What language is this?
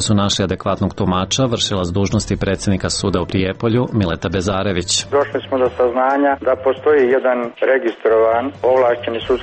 Serbian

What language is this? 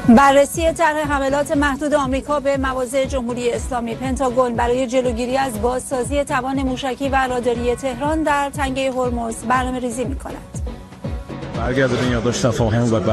Persian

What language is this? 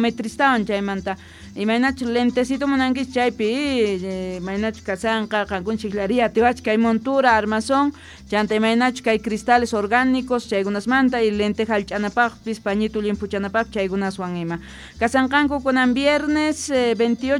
Quechua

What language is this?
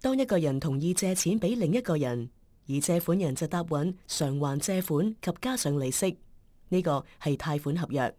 Cantonese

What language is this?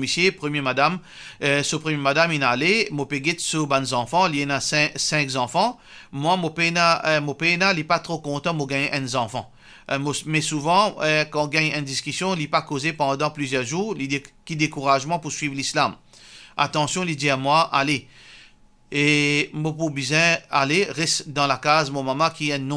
Morisyen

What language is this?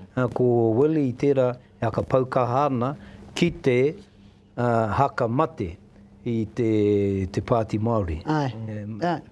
Māori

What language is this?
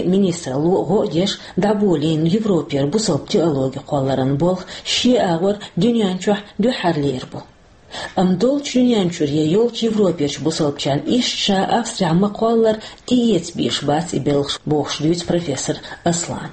Chechen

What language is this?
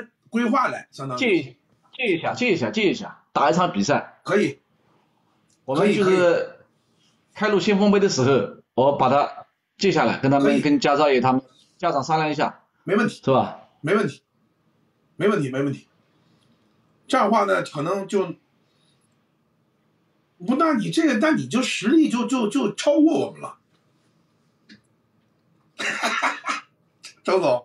Chinese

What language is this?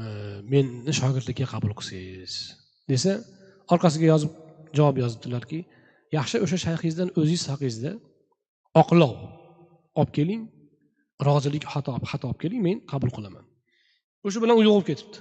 Uzbek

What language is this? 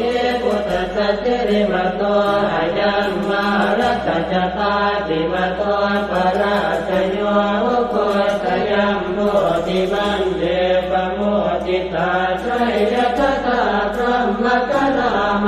Pali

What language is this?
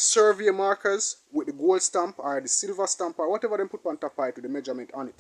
Jamaican Creole English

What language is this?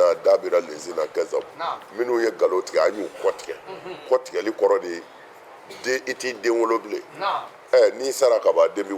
Bambara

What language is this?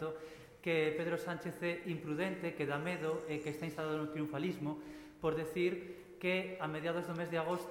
Galician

